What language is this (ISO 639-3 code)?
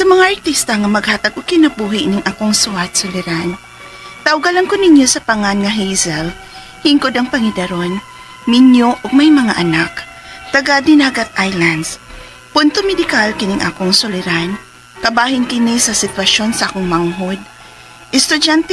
ceb